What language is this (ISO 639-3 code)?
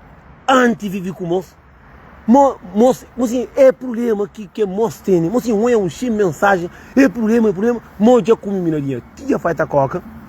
kea